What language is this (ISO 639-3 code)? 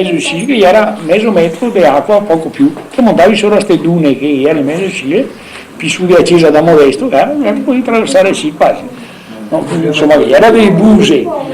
vec